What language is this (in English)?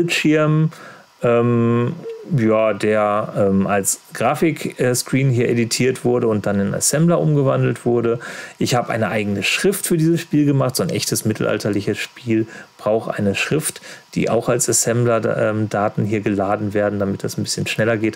German